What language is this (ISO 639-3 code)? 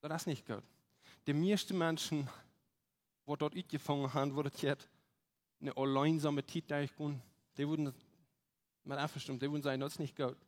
pdt